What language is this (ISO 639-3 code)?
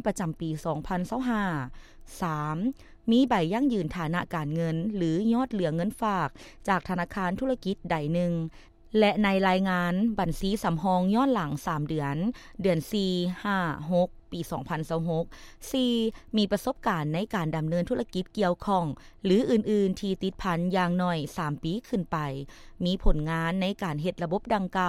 lao